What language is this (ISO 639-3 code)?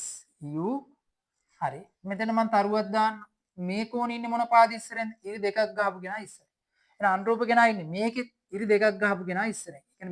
sin